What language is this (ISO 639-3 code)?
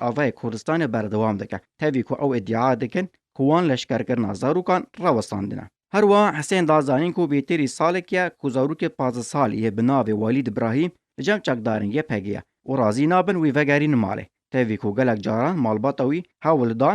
kur